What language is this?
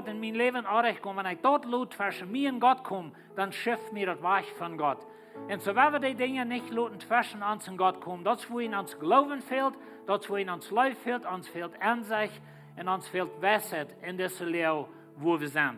Plautdietsch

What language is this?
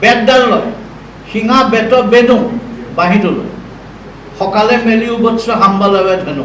Assamese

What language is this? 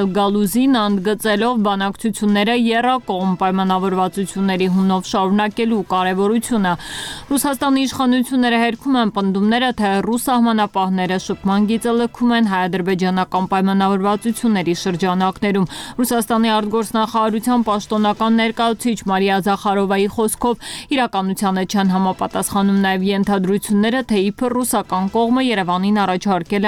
Armenian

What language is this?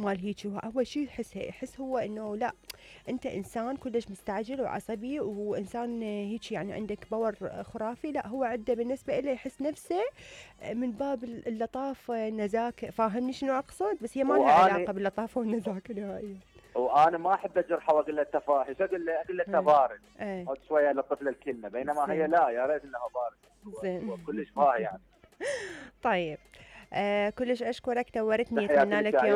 Mesopotamian Arabic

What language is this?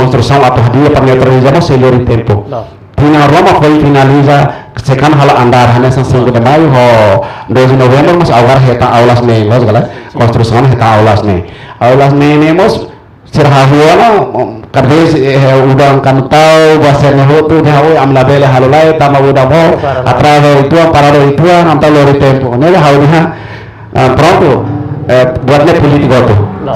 Tetum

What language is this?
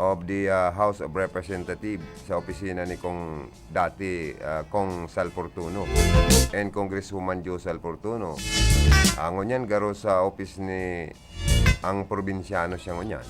Bikol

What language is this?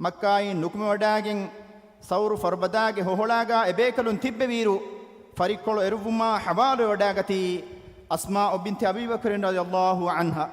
Divehi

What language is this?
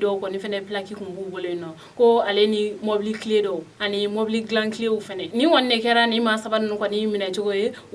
Bambara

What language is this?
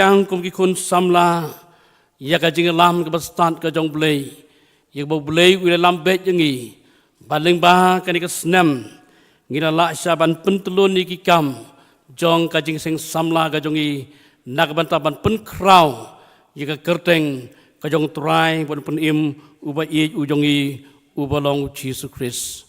Khasi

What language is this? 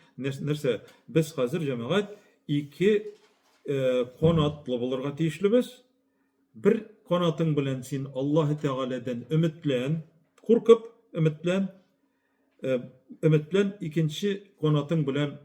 Tatar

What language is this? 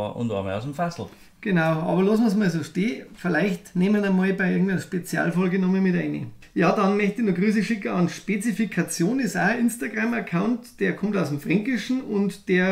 Bavarian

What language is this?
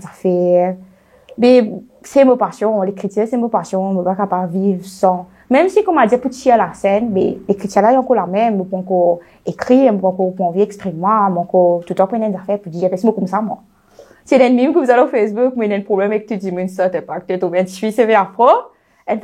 Morisyen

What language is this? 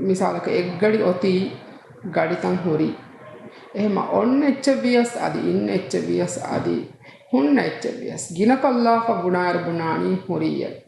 Divehi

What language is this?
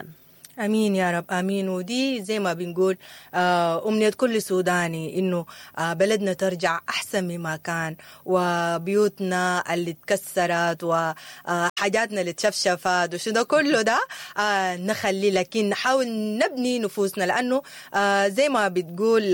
Sudanese Arabic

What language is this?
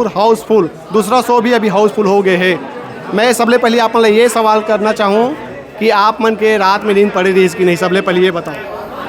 Chhattisgarhi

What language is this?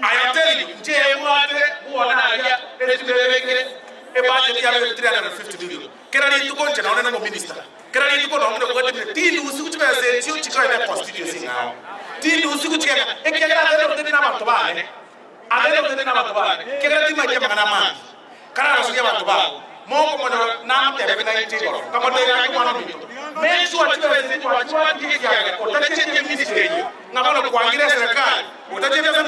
Gusii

